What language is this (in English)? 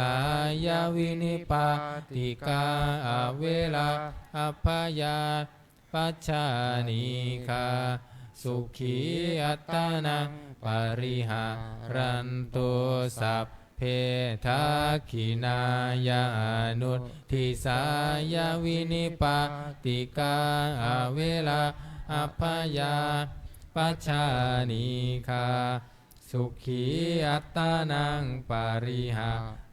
Pali